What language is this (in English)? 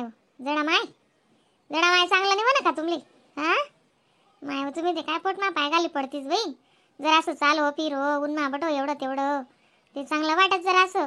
Khandesi